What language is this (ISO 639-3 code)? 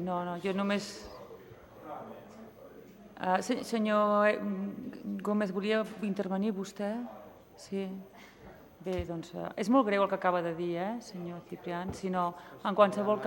cat